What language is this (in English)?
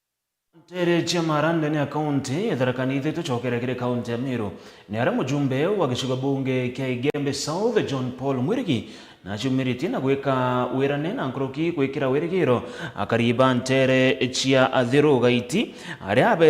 Meru